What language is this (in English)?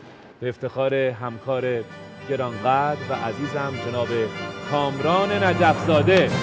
Persian